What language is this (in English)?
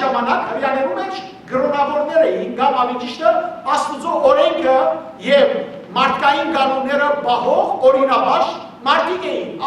Western Armenian